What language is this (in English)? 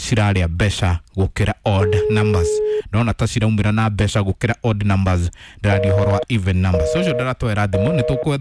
Kikuyu